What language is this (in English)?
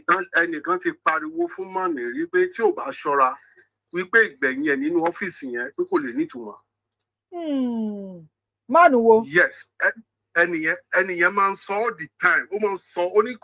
Yoruba